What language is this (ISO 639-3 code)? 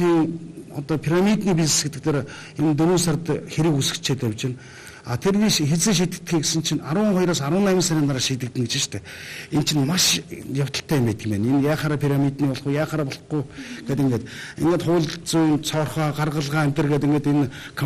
mon